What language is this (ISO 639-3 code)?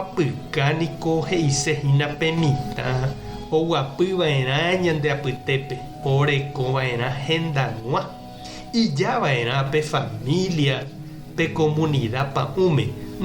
grn